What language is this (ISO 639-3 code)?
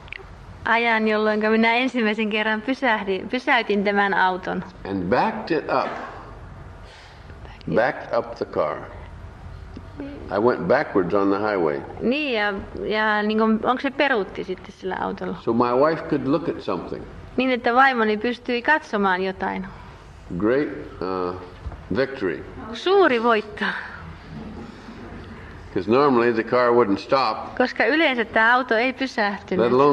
fin